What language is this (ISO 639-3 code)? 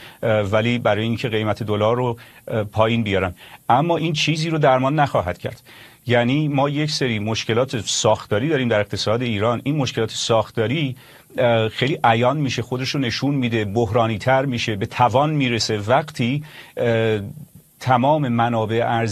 fas